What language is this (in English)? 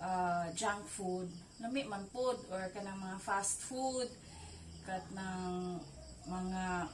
Cebuano